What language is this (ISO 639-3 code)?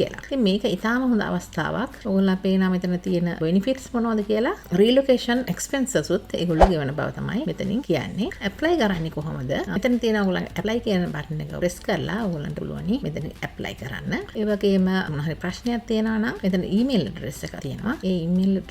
sin